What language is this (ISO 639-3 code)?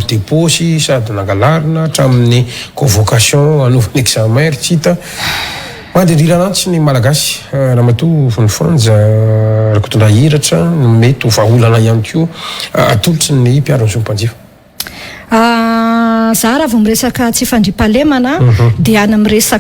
mlg